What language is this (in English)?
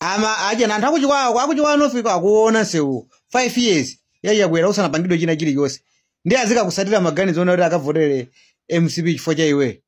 Nyanja